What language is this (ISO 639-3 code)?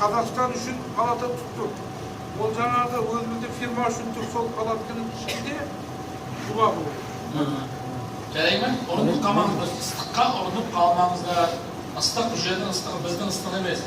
kaz